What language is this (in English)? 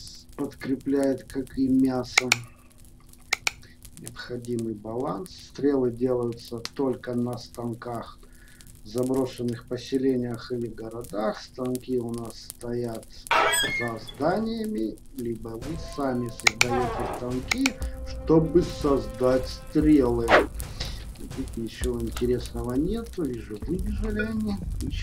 Russian